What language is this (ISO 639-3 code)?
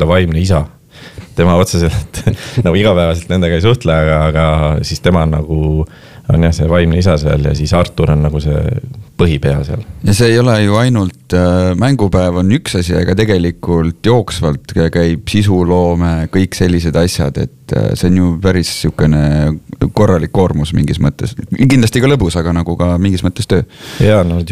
est